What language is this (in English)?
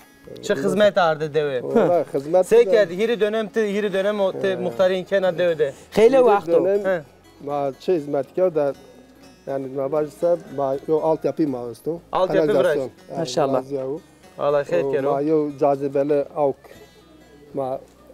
Zaza